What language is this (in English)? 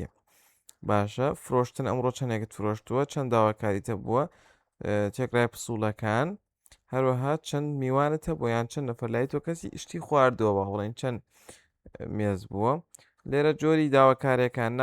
Central Kurdish